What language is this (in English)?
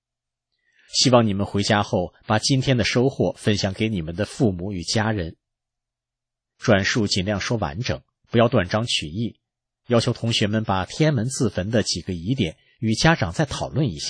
Chinese